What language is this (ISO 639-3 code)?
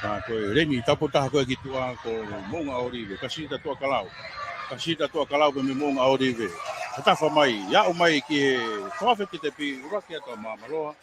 ton